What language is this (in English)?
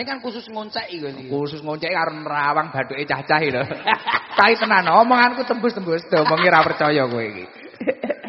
Javanese